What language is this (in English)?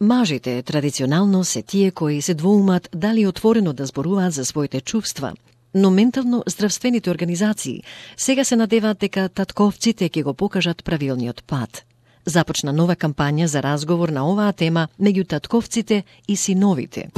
Macedonian